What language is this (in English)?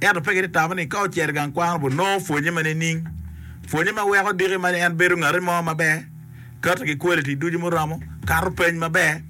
Acoli